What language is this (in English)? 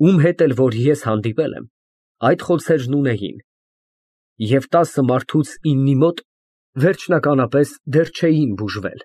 Armenian